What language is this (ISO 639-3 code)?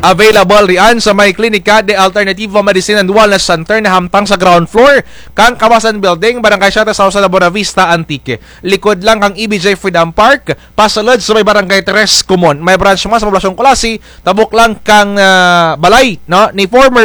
krj